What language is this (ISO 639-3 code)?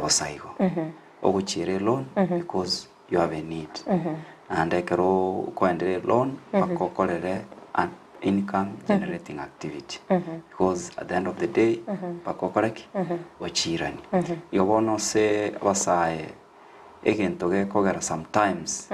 guz